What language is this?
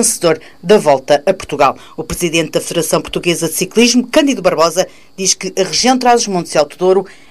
Portuguese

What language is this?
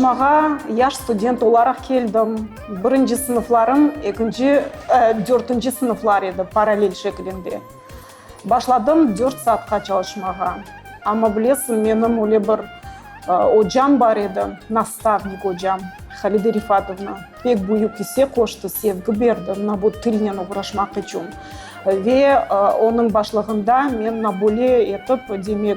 Crimean Tatar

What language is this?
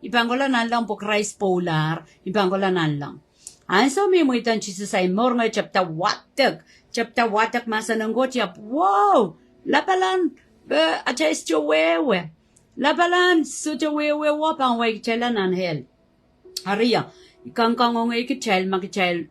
Pohnpeian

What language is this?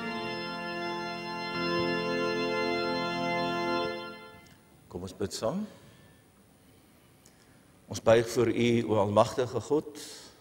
Afrikaans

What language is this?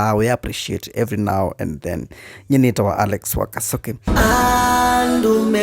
Kamba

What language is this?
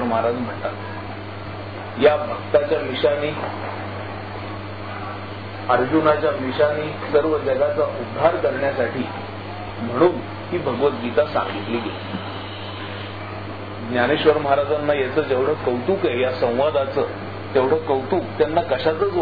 Marathi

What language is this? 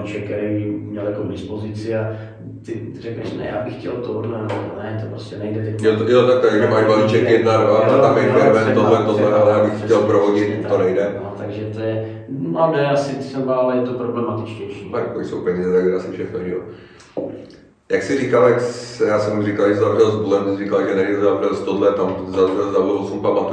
Czech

